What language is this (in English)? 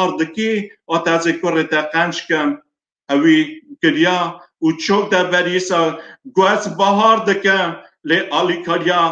Kurdish